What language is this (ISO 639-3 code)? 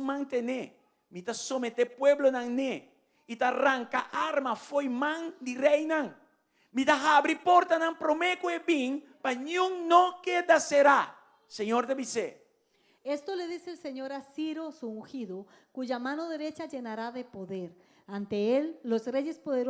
pap